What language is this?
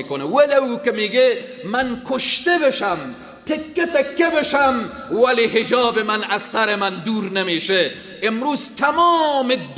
Persian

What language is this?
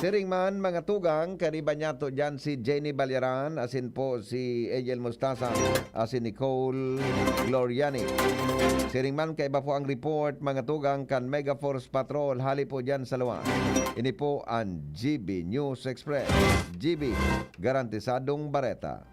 Bikol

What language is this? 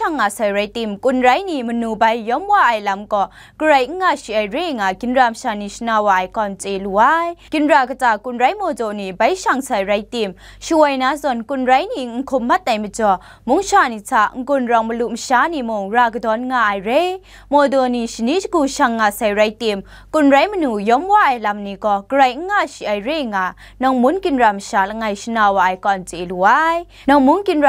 Kachin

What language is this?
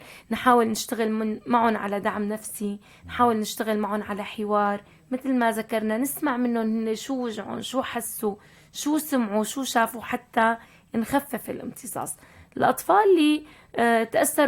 North Levantine Arabic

